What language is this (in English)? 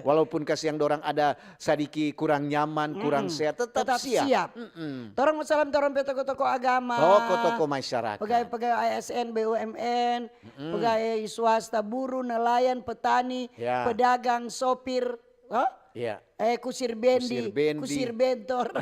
Manado Malay